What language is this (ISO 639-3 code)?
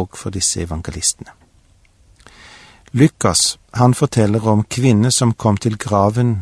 nor